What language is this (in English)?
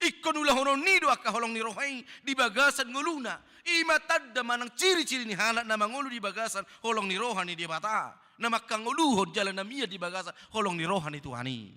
Batak Toba